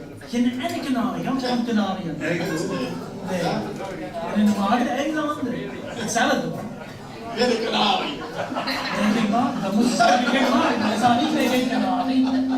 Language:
Limburgish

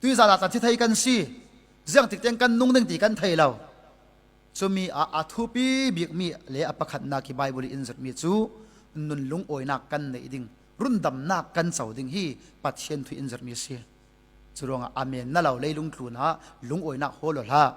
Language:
Falam Chin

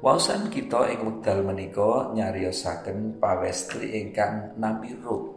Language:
Javanese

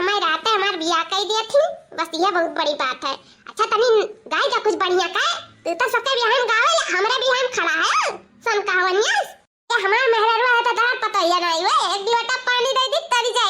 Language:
Awadhi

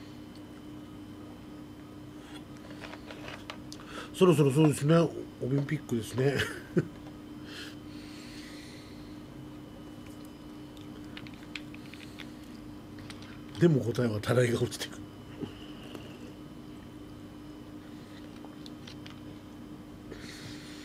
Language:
Japanese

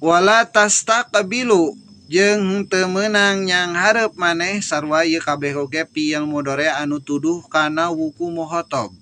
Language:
Sundanese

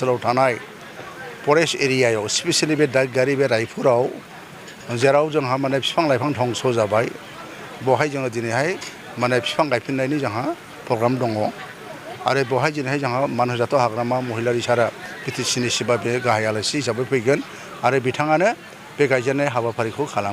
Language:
Bodo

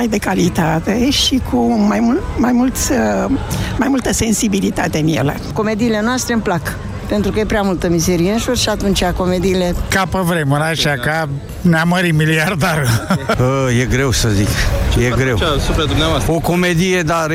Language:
Romanian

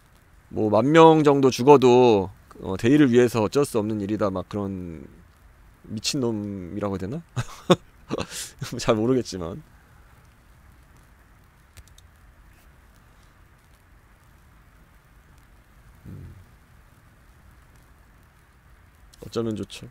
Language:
Korean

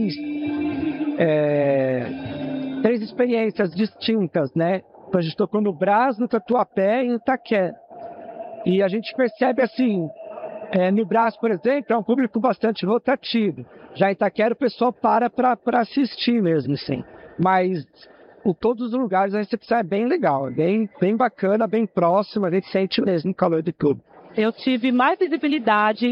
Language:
Portuguese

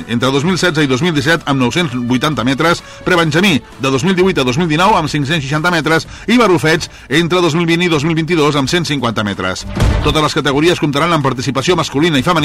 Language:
Catalan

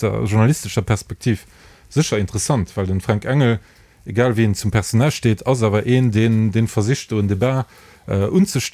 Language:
Luxembourgish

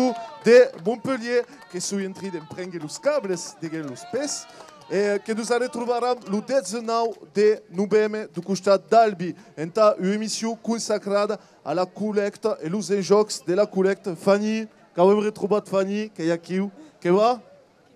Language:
Occitan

